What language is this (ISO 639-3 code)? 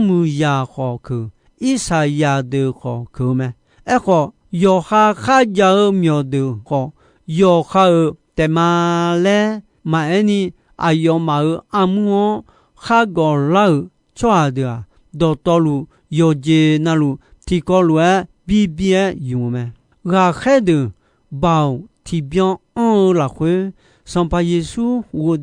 ahk